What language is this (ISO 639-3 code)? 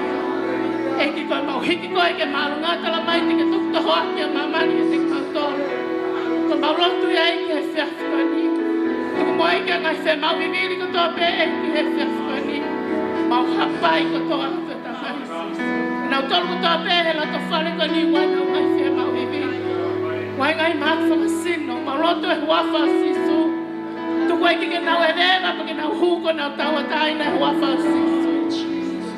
ton